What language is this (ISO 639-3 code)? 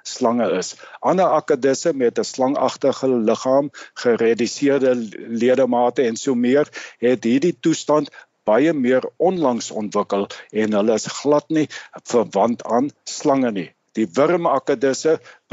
afr